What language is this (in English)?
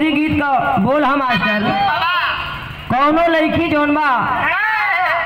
Bhojpuri